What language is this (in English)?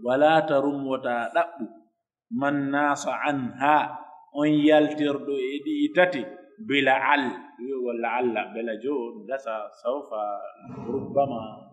Pular